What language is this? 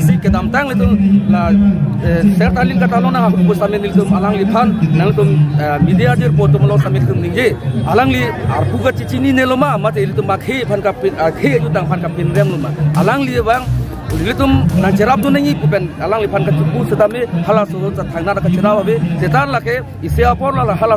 Karbi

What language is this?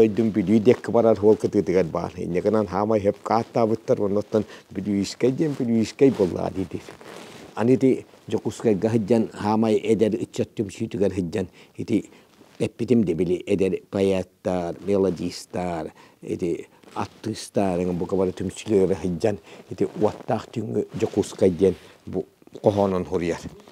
Yakut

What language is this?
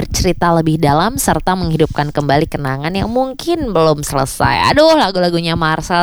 Indonesian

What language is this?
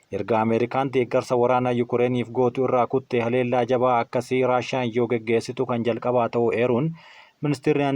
Oromo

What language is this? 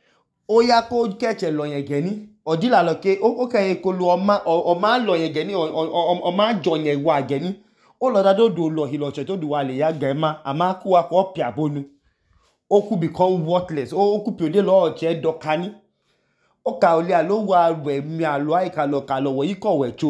Idoma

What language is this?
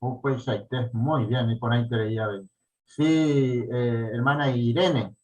Guarani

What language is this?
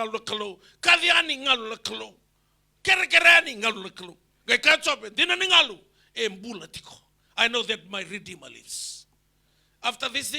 Fijian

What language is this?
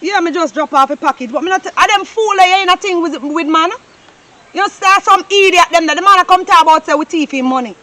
Jamaican Creole English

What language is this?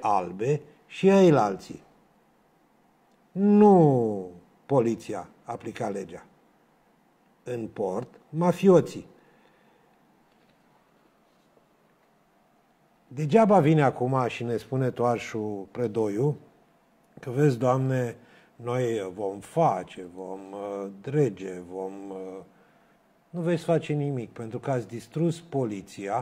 Romanian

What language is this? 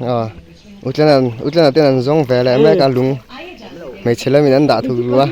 Mizo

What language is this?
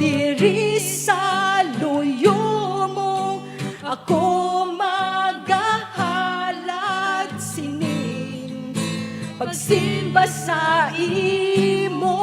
Hiligaynon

